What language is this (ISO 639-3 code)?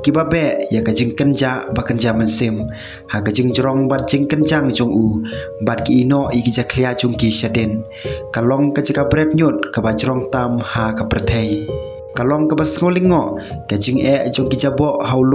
kha